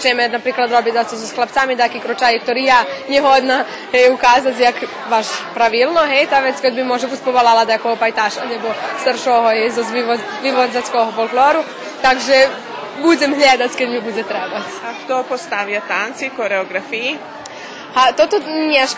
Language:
Rusyn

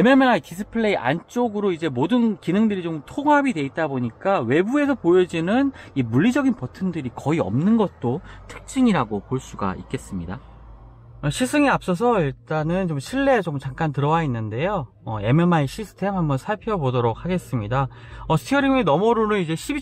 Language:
Korean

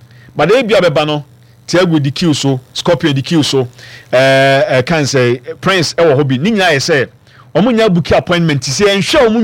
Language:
Akan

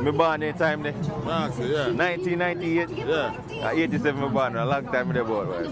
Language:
Jamaican Creole English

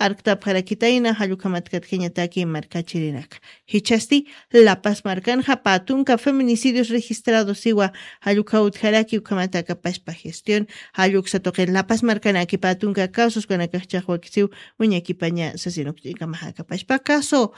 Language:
Aymara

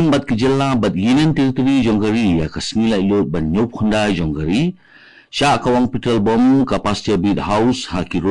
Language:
Khasi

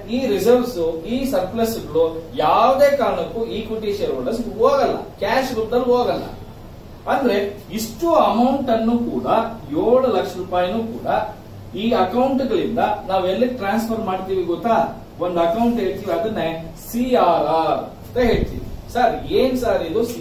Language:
Kannada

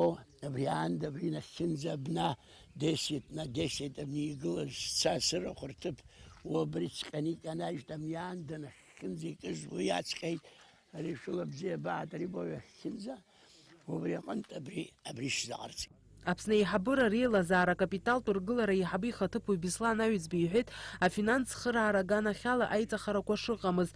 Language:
Abkhazian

